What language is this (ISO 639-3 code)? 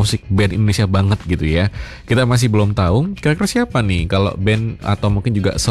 ind